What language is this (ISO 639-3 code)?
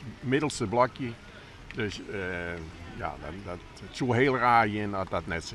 fry